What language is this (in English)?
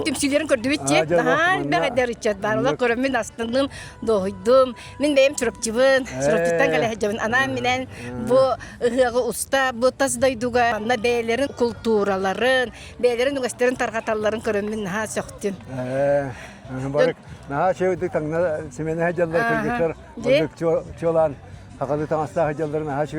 Yakut